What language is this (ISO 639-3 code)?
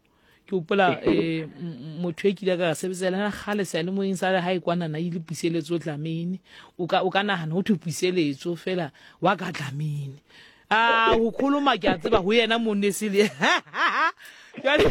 sot